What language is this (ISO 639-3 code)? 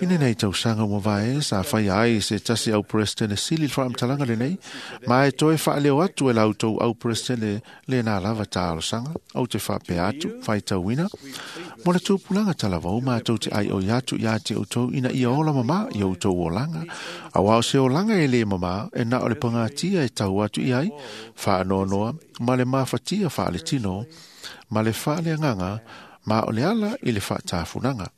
smo